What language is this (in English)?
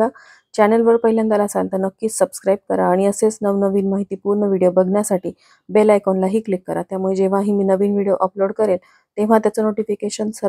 Marathi